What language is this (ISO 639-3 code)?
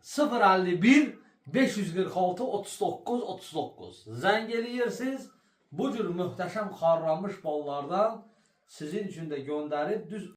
aze